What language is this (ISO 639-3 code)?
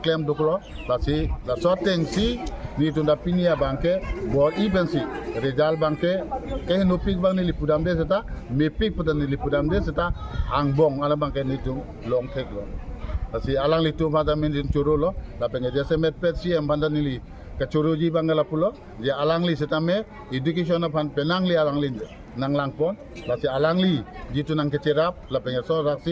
mjw